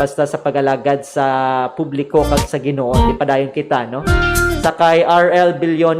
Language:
Hiligaynon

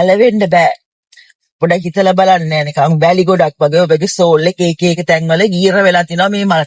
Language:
Sinhala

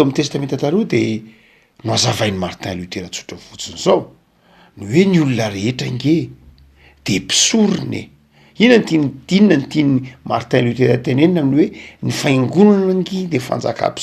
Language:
Malagasy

